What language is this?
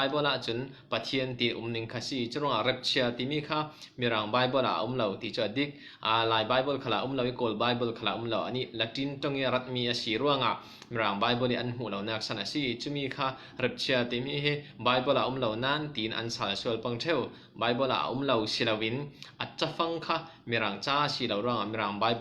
Falam Chin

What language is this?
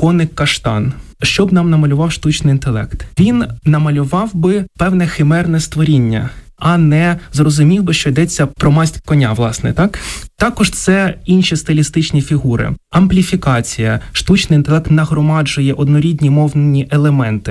Ukrainian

